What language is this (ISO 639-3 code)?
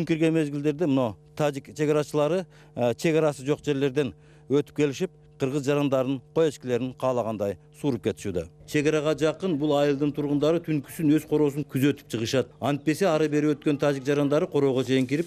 kir